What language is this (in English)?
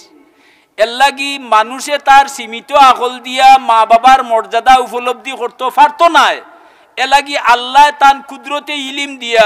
Sylheti